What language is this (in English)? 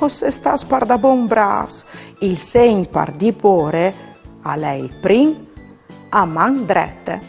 Friulian